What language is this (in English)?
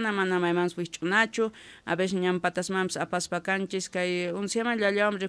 South Bolivian Quechua